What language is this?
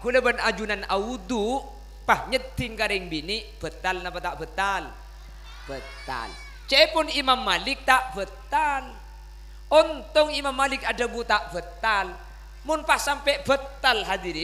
Madurese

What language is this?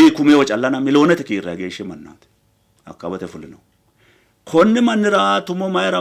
Sidamo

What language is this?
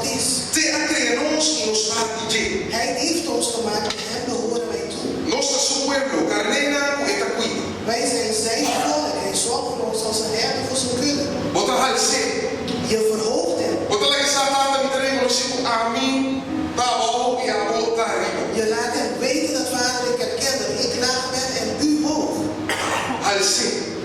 Papiamento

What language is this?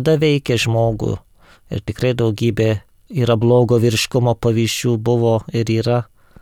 Lithuanian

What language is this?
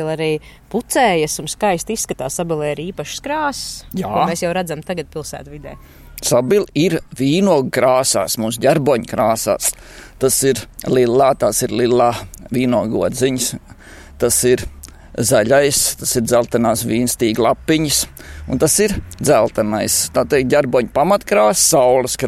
Latvian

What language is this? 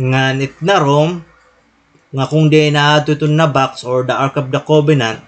Waray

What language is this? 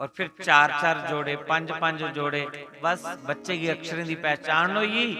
Dogri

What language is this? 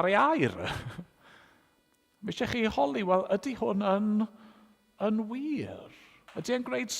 Welsh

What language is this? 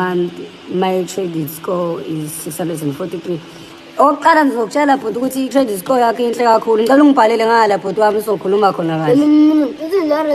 Zulu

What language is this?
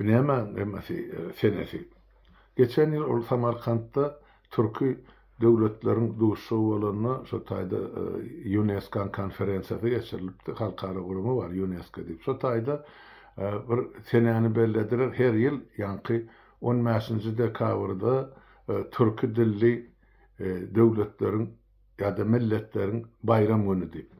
Turkmen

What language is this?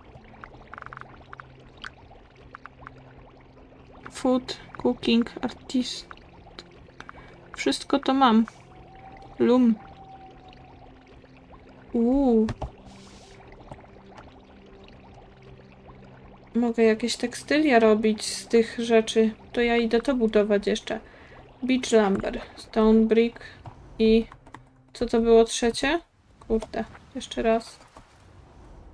Polish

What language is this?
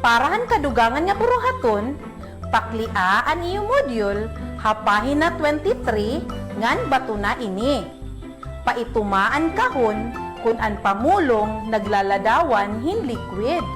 Waray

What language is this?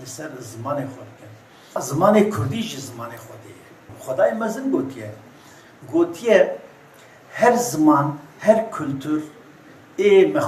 Kurdish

